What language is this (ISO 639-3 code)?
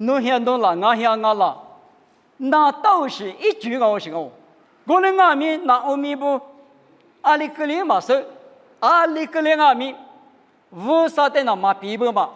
lis